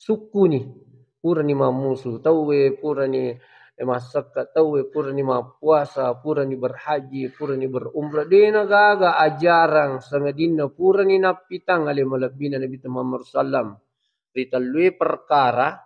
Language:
Buginese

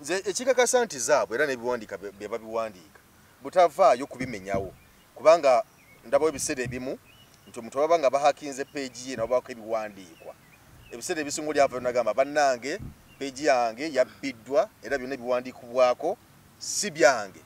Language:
Ganda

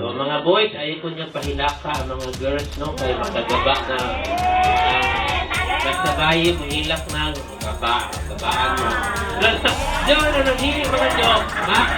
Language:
Cebuano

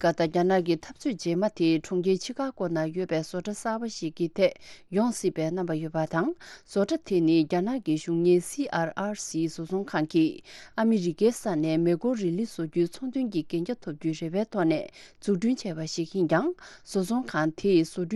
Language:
Tibetan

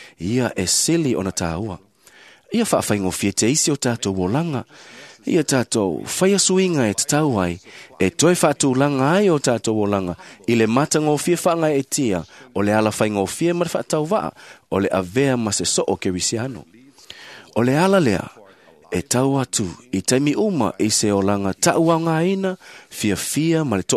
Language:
Samoan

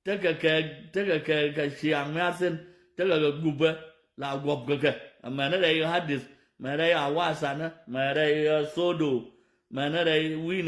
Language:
Nuer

